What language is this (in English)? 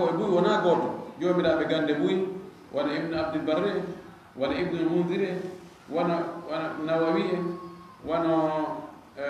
Fula